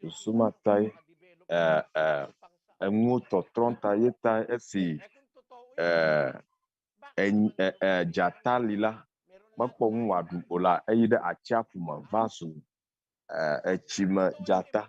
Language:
Ewe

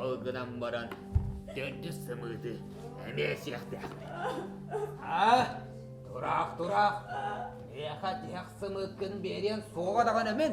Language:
Yakut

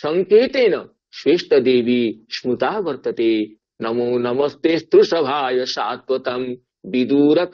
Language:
Sanskrit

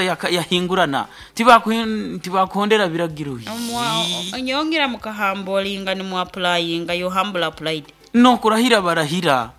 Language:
Nyoro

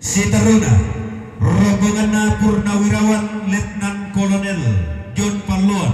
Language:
Toraja-Sa'dan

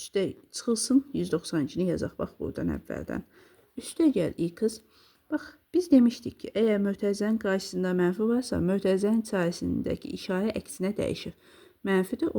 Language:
Azerbaijani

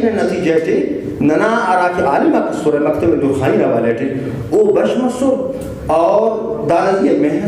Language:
Brahui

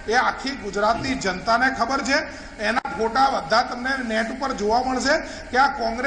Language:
Gujarati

